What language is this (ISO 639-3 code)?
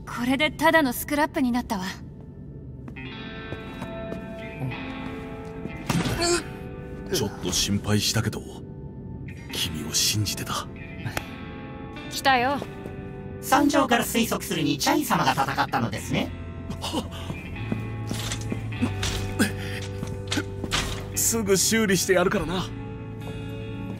jpn